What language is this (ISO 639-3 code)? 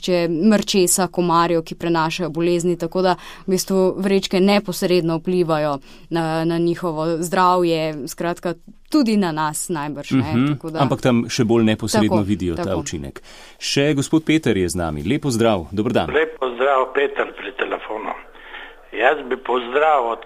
slv